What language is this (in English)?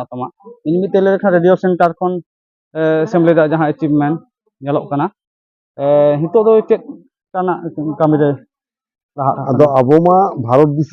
Santali